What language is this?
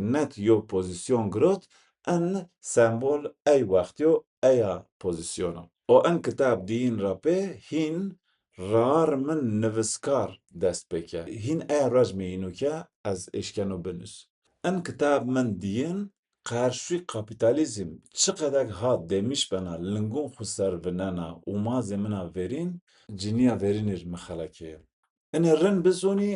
Zaza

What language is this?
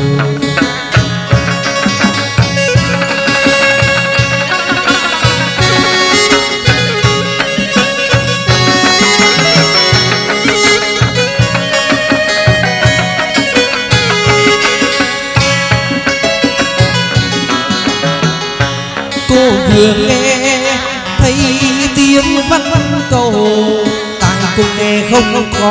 Vietnamese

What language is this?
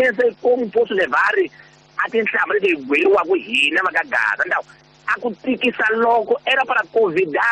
Tsonga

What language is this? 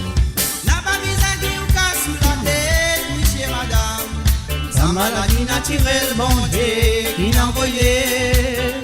Morisyen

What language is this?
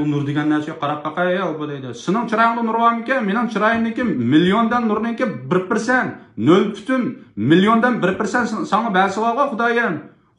Uyghur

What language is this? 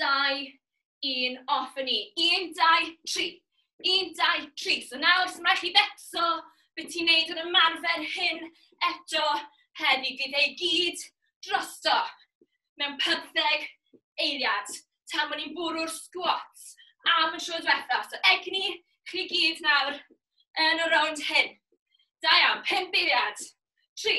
Welsh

